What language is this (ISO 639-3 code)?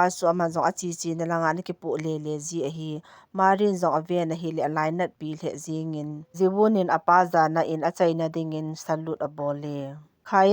tcz